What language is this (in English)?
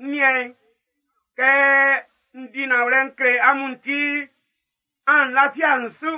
Baoulé